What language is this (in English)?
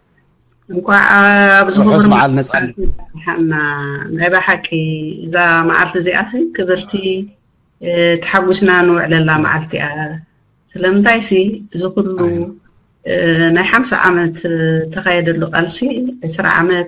Tigrinya